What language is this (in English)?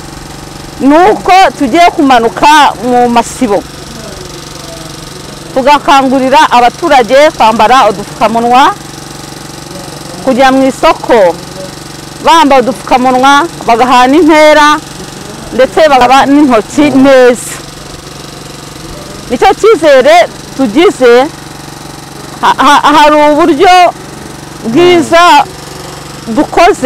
Kinyarwanda